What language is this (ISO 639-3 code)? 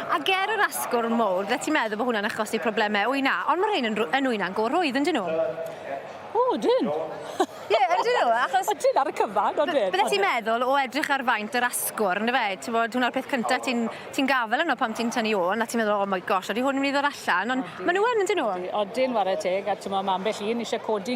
cym